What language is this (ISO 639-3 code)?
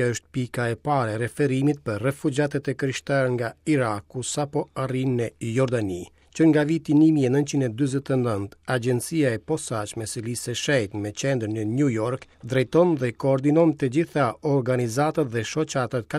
sqi